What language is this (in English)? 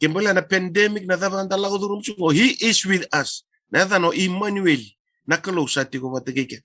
Fijian